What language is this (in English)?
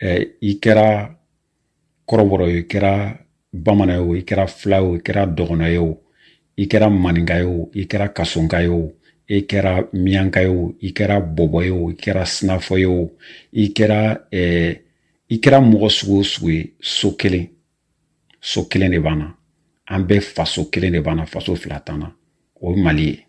Bambara